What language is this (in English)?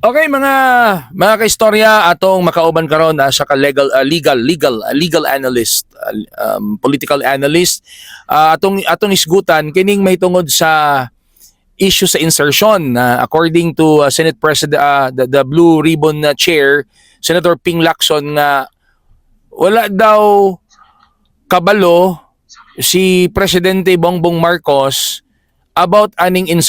Cebuano